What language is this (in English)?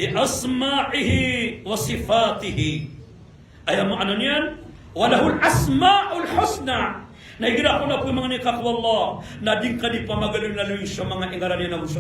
Maranao